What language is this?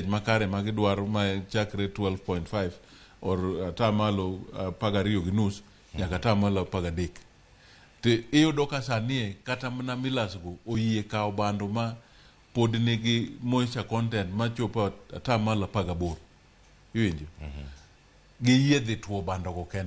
Luo (Kenya and Tanzania)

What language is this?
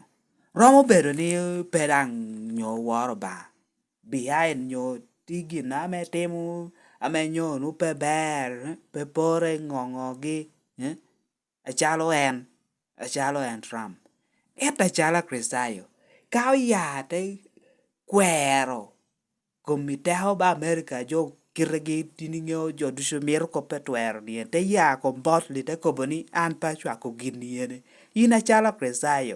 Lango (Uganda)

